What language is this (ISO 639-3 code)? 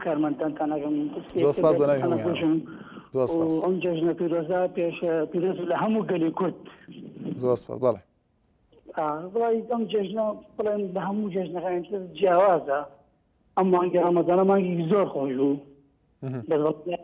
ckb